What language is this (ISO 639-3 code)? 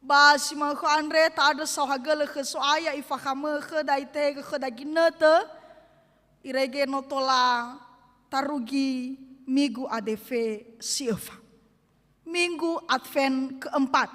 nia